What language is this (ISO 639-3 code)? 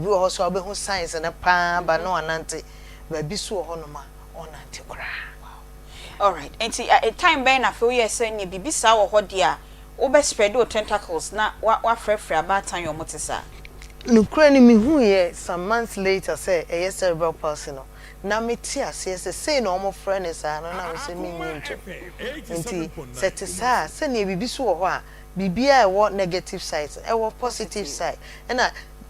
aka